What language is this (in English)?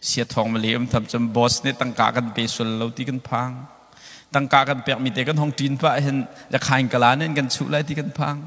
Hakha Chin